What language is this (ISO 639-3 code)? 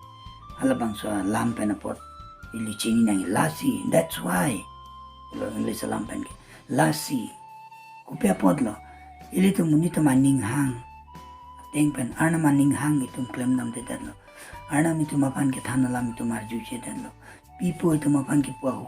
mjw